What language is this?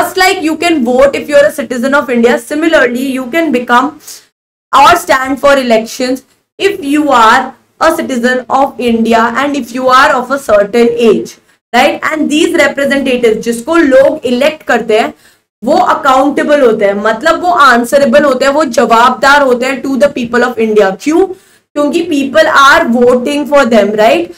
Hindi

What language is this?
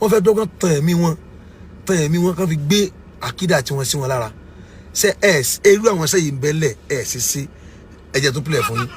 Yoruba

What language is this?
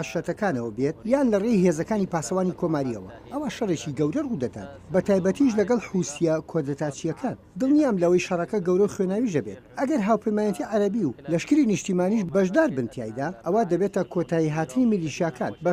Central Kurdish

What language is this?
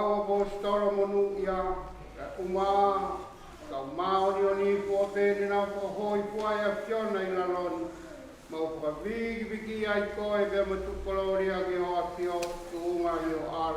Tongan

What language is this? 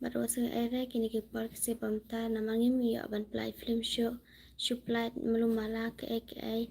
Khasi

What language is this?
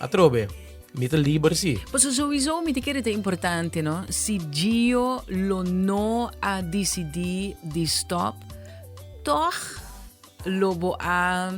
Papiamento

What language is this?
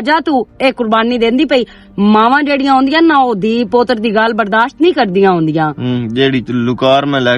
Western Panjabi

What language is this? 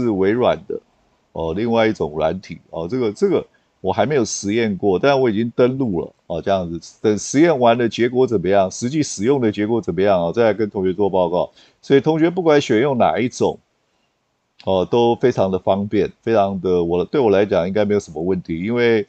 Chinese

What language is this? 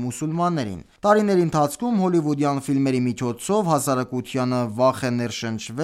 Armenian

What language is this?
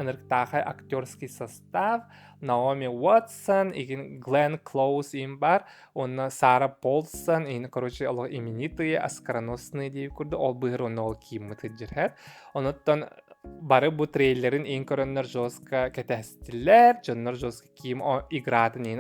Yakut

